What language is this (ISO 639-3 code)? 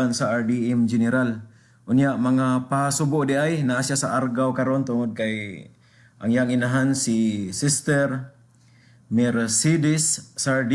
ceb